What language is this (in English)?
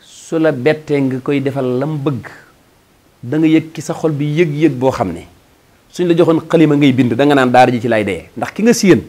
Wolof